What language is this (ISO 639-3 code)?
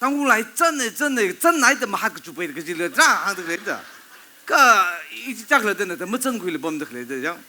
nmf